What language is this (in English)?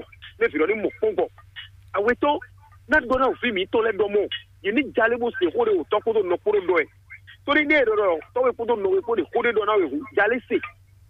Fon